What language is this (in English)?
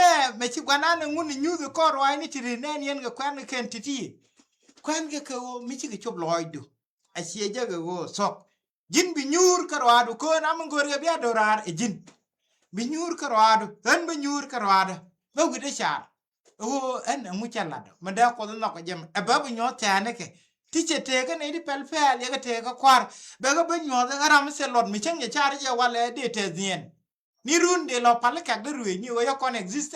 Nuer